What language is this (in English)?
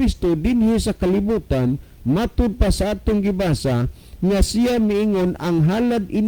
Cebuano